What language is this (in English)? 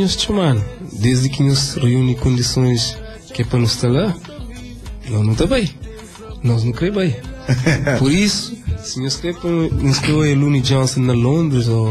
Kabuverdianu